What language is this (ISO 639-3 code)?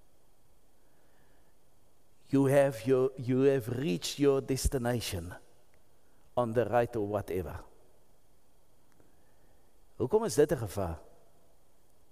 afr